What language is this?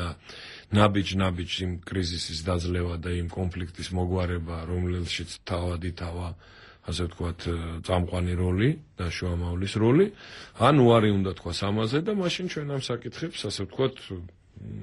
Georgian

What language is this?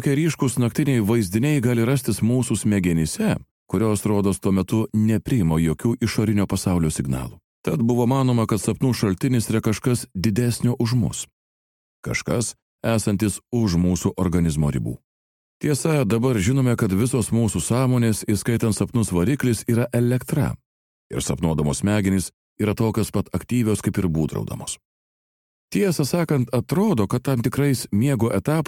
Lithuanian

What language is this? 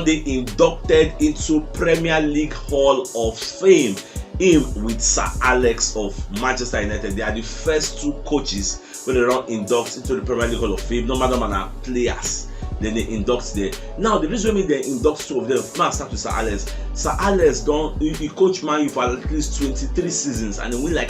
Nigerian Pidgin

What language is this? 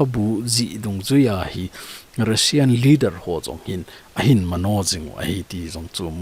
Thado Chin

